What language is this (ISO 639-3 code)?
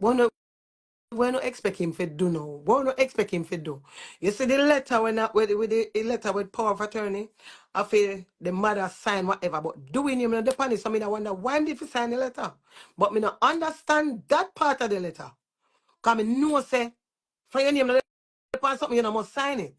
jam